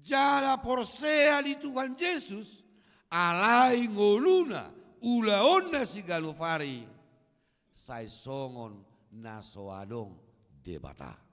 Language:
Batak Toba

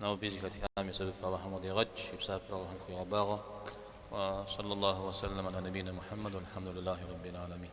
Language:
Kabardian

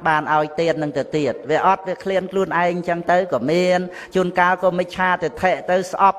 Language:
Khmer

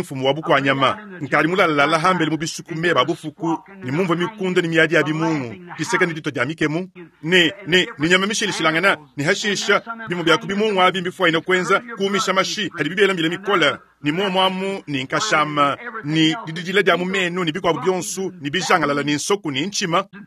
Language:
Luba-Lulua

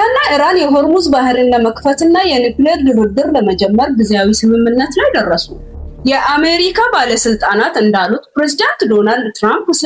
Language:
Amharic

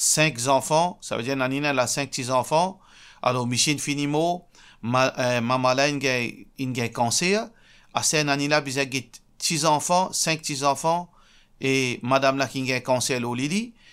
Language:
Morisyen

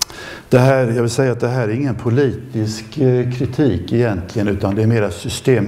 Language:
Swedish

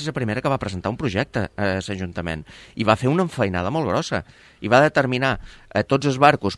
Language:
Catalan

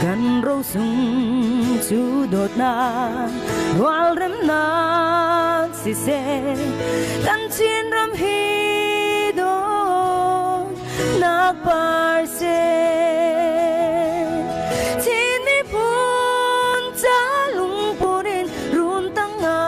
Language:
Hakha Chin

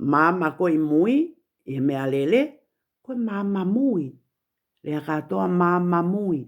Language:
Tongan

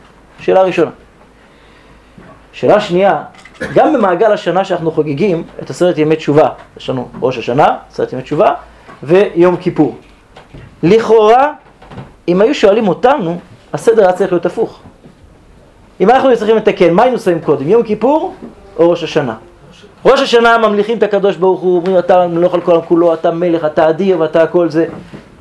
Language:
Hebrew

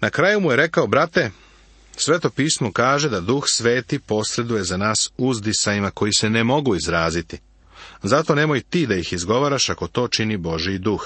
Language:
Serbian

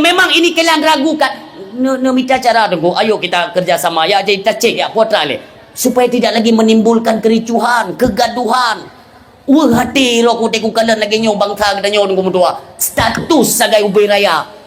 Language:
Achinese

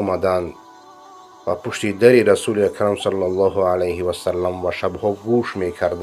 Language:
Persian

